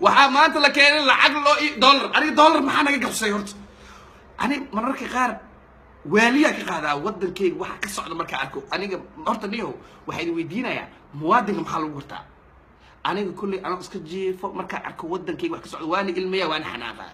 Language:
Somali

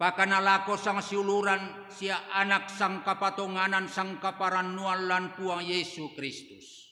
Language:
Toraja-Sa'dan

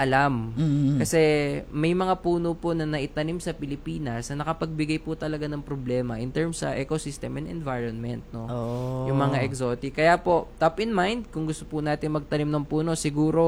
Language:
Filipino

